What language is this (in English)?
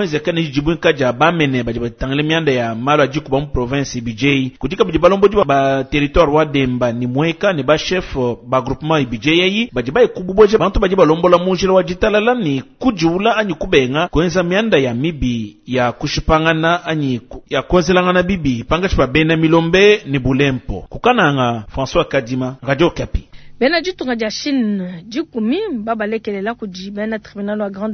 Luba-Lulua